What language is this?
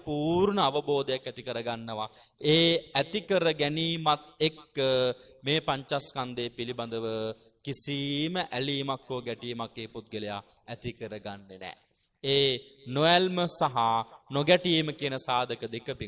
Sinhala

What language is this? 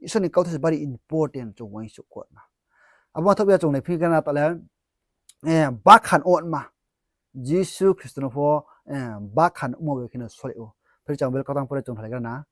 Riang (India)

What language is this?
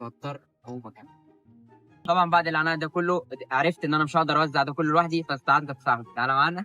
Egyptian Arabic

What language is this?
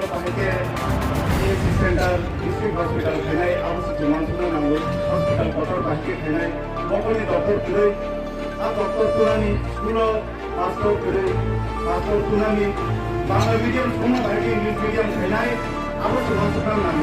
Kok Borok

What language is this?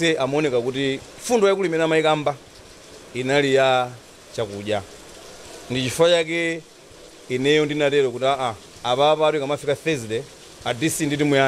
Nyanja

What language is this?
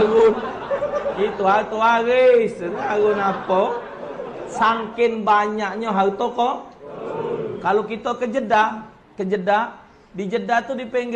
Musi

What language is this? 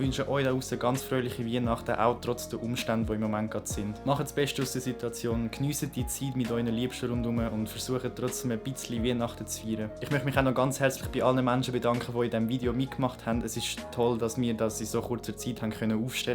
Swiss German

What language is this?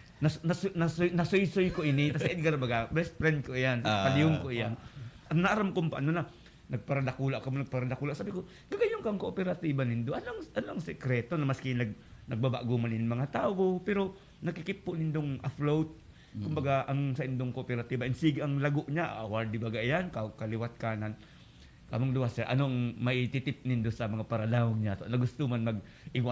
Bikol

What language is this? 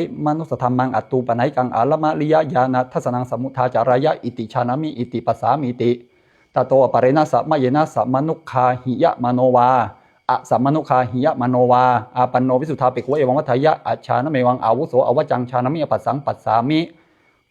Pali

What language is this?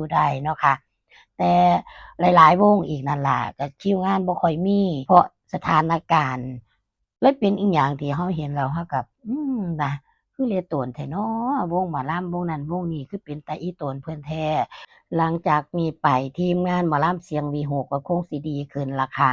Northeastern Thai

